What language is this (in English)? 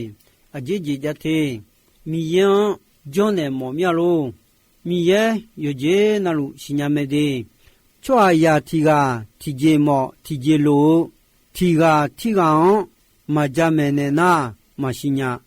Akha